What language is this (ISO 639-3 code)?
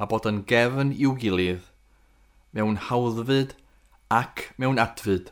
cym